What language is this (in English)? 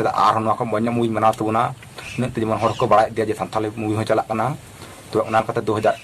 Santali